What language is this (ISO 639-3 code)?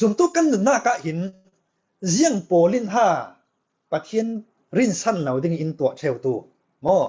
cfm